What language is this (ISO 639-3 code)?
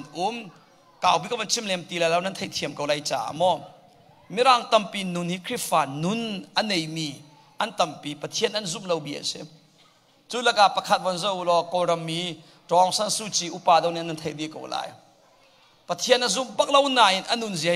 cnh